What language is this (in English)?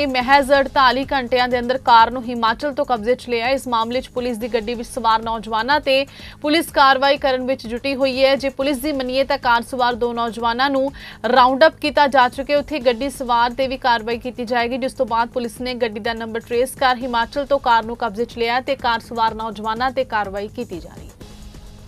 Punjabi